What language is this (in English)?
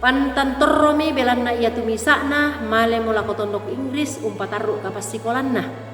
Toraja-Sa'dan